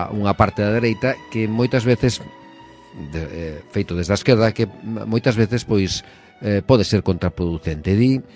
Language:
Galician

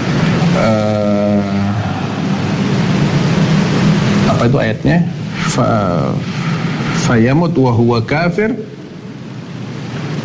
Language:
Indonesian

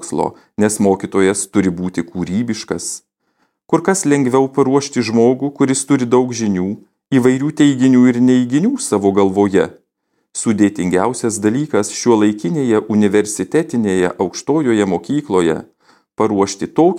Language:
Lithuanian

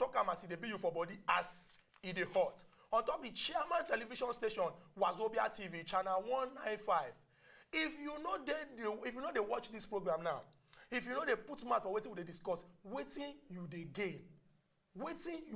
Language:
Nigerian Pidgin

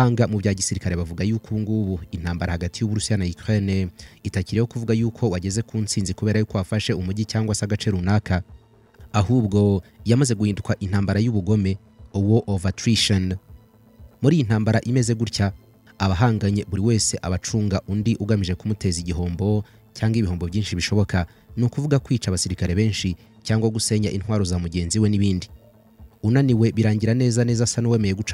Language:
Kinyarwanda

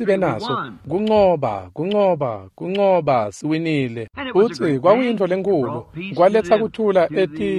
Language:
Swati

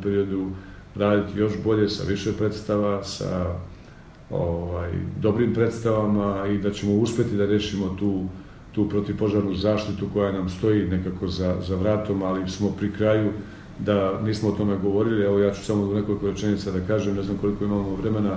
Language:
Serbian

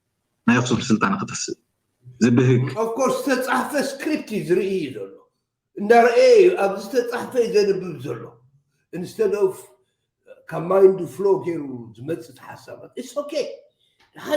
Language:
Tigrinya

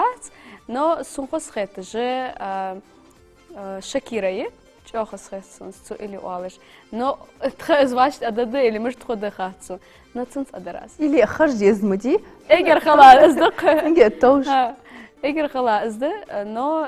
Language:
Ingush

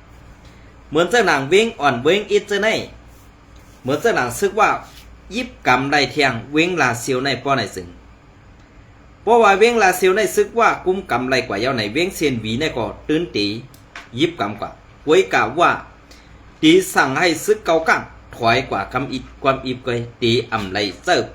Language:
Shan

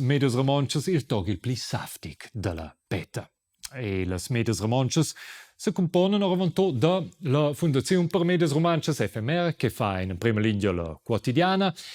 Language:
Romansh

